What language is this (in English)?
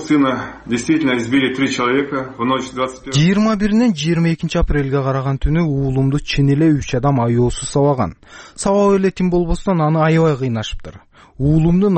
Kyrgyz